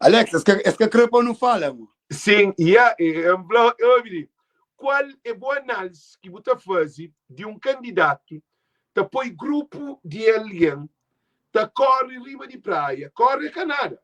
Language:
Kabuverdianu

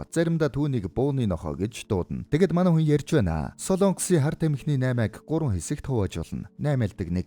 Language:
Mongolian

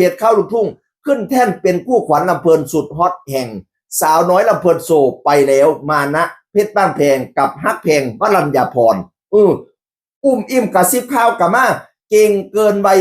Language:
Northeastern Thai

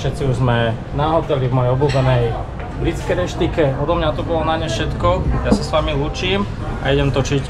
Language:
Slovak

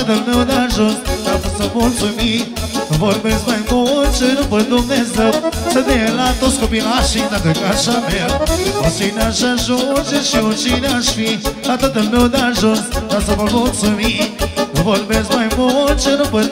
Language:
Romanian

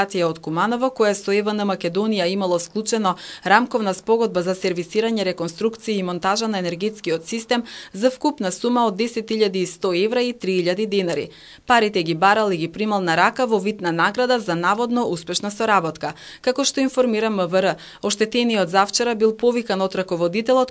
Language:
Macedonian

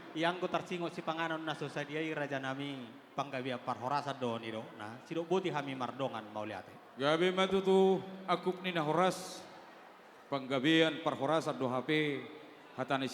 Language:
Batak Toba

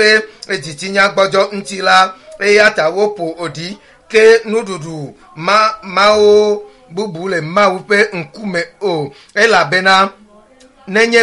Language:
Ewe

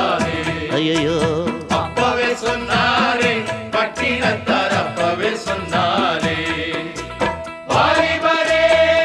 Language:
Tamil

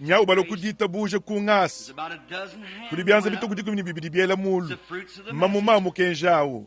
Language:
Luba-Lulua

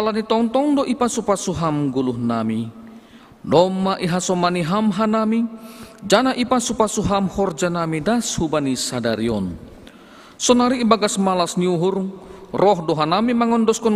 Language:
Batak Simalungun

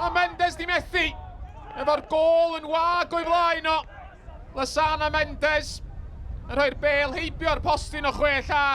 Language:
Welsh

